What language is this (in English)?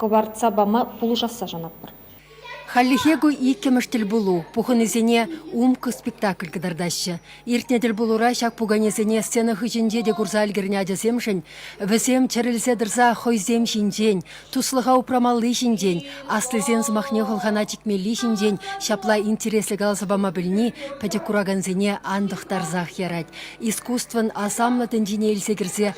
Chuvash